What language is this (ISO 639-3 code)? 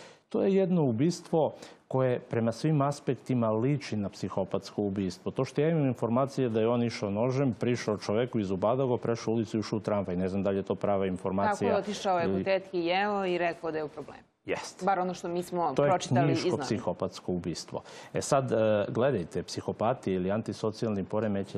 srp